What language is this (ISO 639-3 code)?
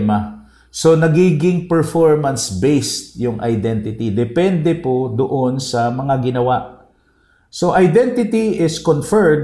fil